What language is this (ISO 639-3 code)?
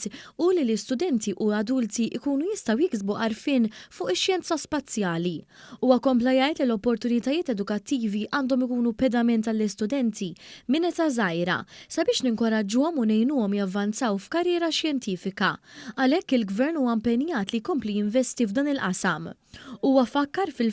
mlt